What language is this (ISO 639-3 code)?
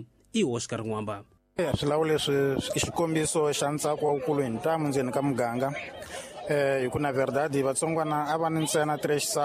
tso